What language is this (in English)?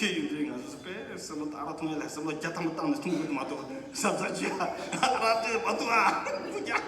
Tibetan